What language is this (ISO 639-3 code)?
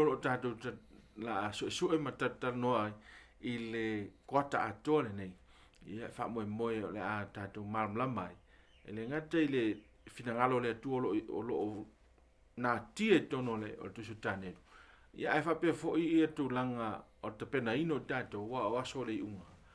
smo